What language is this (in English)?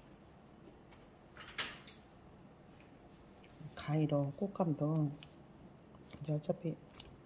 Korean